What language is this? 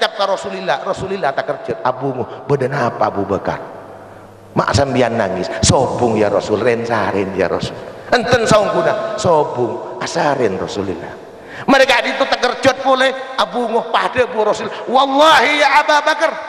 Madurese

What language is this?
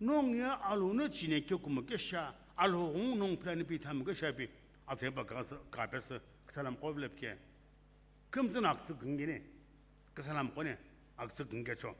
Sumi Naga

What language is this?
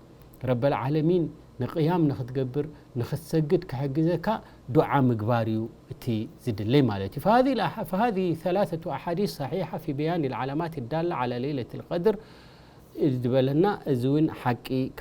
Tigrinya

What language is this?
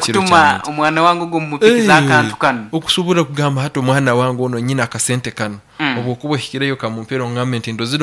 Nyankole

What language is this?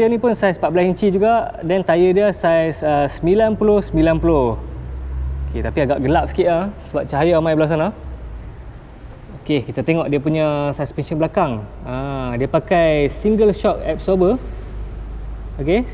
Malay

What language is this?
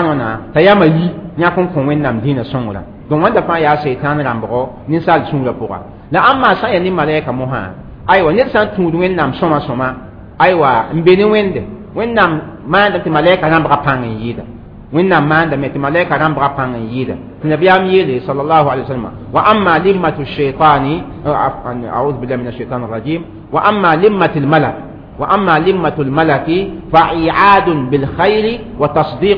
Mossi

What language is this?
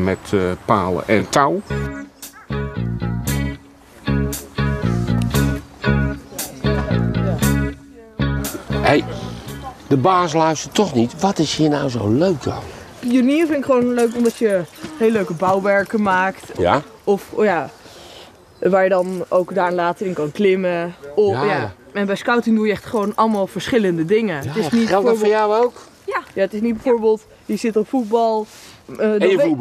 Dutch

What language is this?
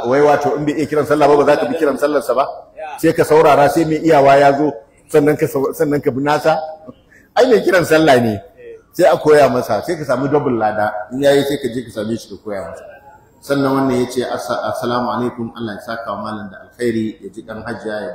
Hausa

